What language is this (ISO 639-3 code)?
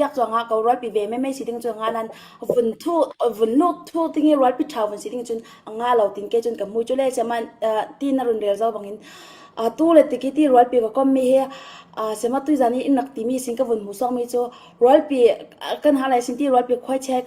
cfm